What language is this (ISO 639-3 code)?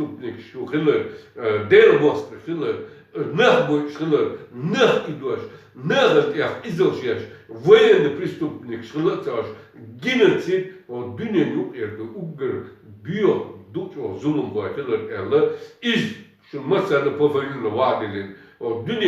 che